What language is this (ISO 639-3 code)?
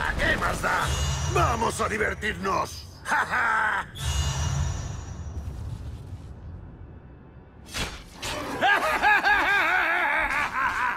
spa